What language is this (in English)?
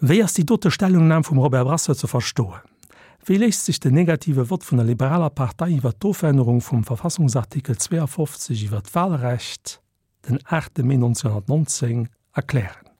Luxembourgish